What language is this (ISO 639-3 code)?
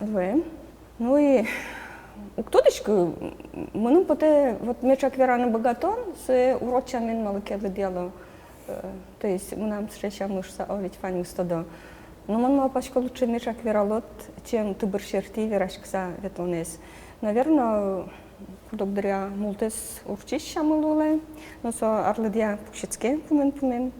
udm